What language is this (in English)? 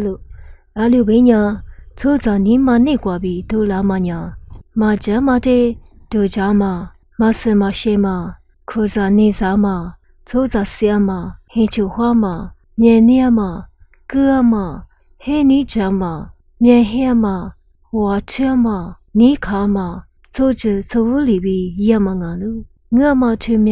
Lisu